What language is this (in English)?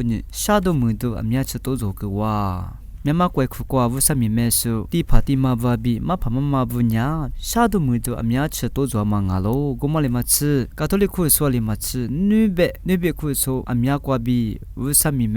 Lisu